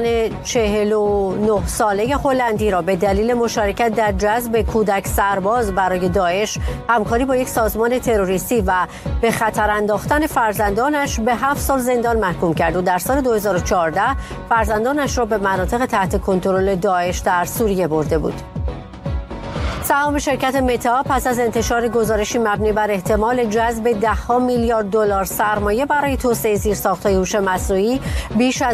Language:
Persian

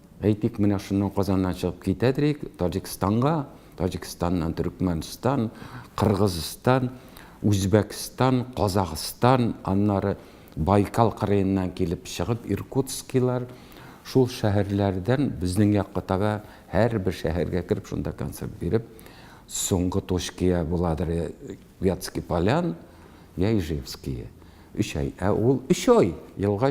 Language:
Tatar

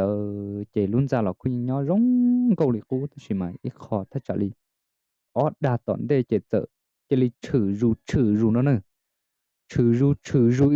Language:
Hmong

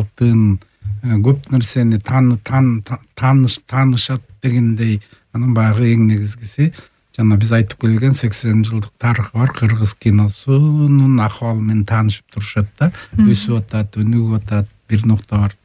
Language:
Kyrgyz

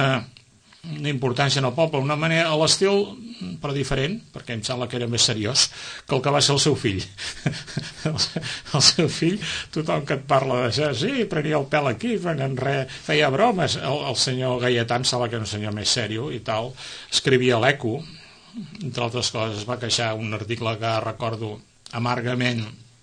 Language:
Catalan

